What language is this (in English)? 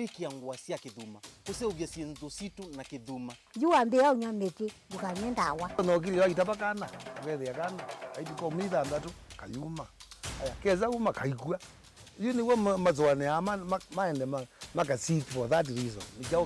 Kamba